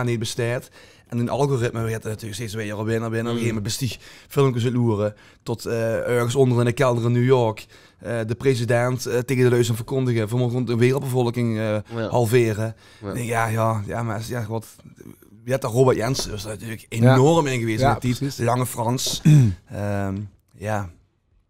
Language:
Limburgish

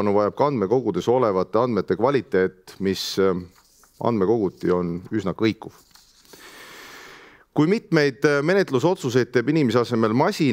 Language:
Estonian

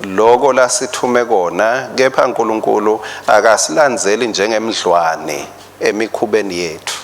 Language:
Swati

